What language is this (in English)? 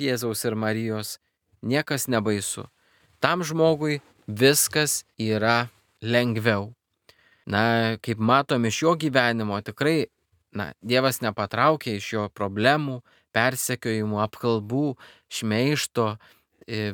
Lithuanian